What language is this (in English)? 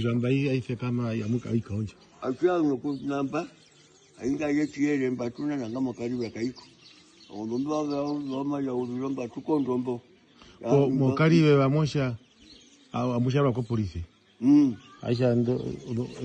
Herero